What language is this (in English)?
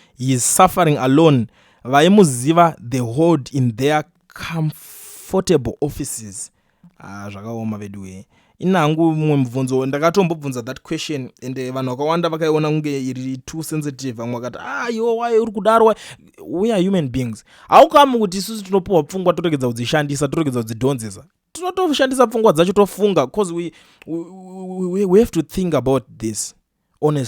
Shona